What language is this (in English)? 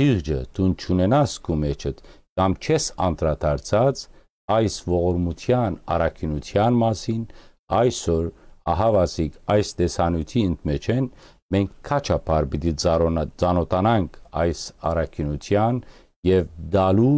Western Armenian